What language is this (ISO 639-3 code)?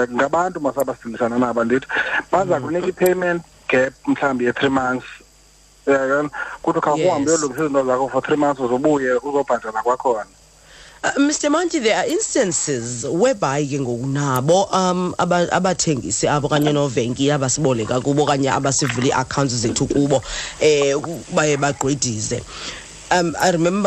xho